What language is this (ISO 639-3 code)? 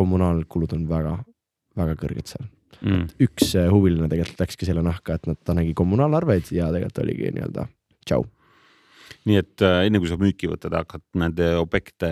est